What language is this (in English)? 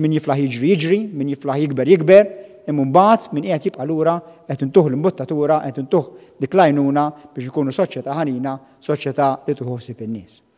Maltese